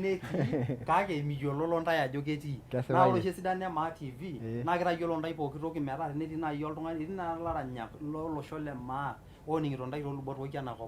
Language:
Masai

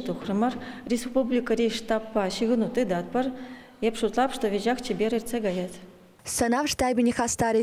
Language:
Chuvash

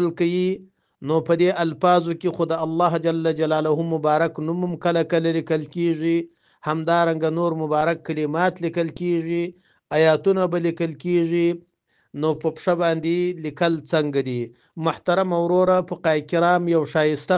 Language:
Pashto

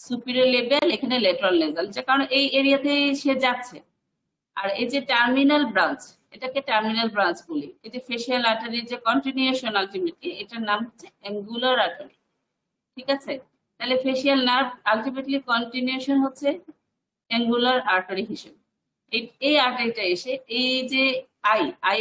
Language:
Bangla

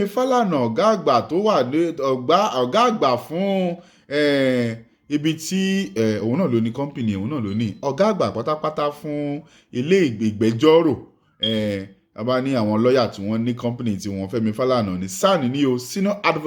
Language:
Yoruba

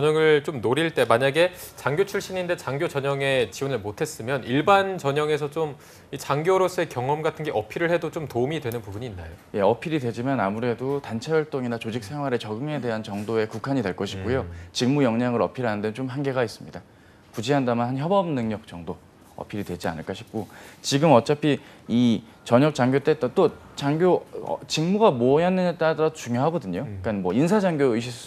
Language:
Korean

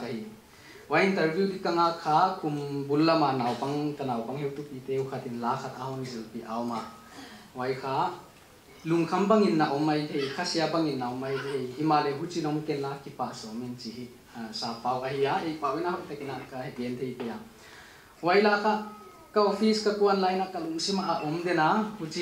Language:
Paite Chin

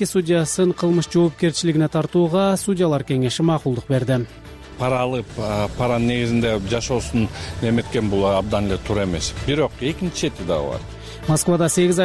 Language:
Kyrgyz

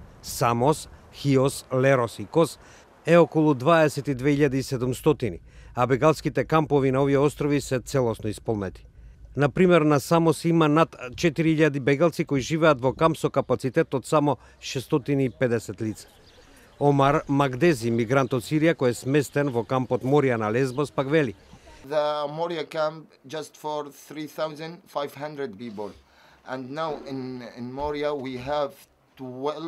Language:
Macedonian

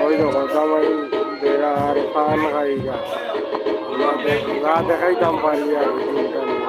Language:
Sylheti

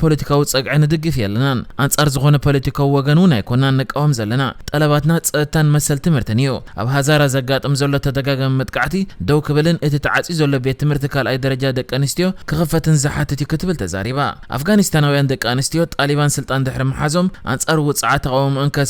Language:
Tigrinya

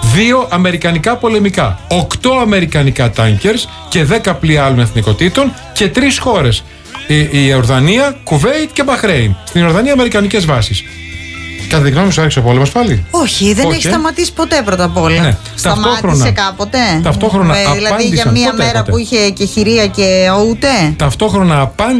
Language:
Greek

